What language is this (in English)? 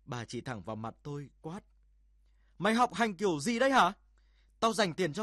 Vietnamese